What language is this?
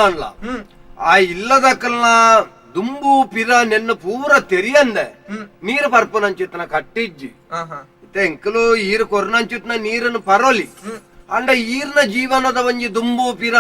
Tulu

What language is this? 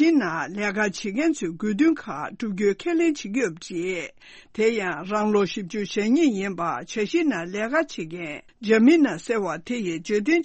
Tibetan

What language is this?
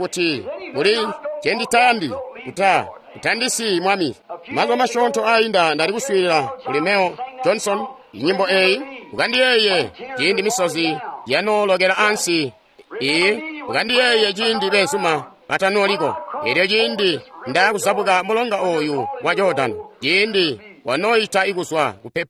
Tonga (Zambia)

